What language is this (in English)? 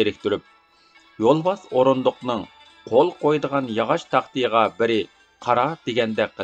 Uyghur